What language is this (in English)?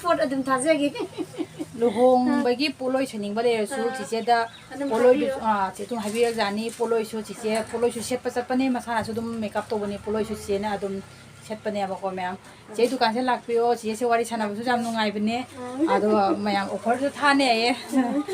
Manipuri